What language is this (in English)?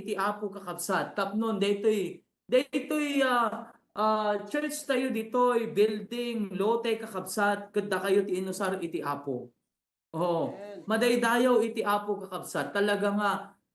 Iloko